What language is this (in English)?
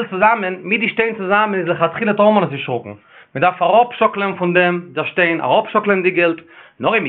Yiddish